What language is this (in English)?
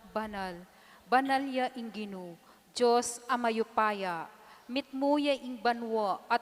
Pampanga